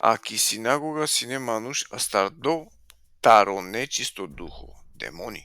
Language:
Balkan Romani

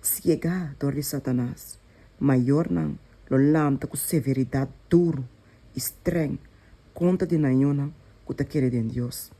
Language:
Papiamento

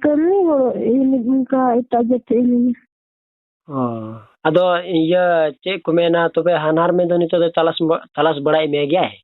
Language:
Santali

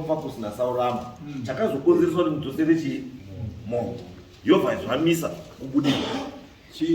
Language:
Shona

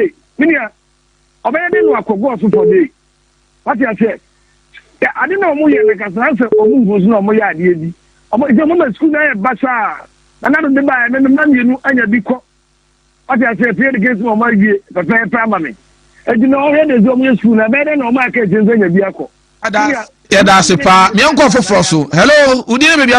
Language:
Akan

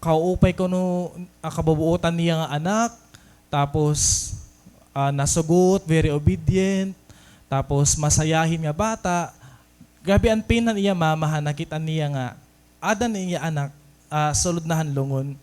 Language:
Waray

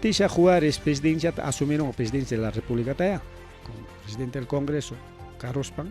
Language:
Ayacucho Quechua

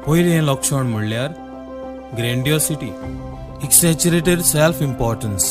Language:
Konkani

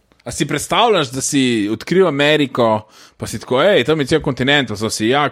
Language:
Slovenian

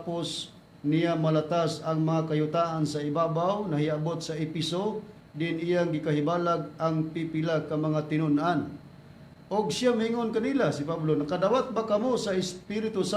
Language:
Cebuano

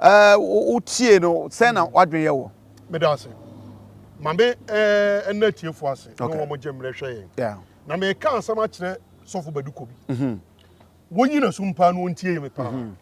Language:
Akan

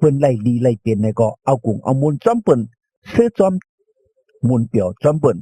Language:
Shan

